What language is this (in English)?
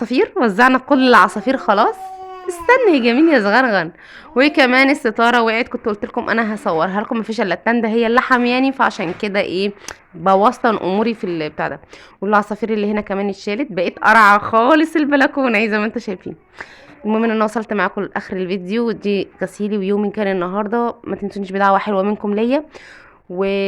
Egyptian Arabic